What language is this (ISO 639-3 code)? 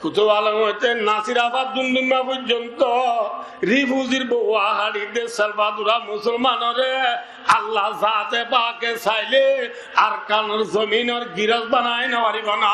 rhg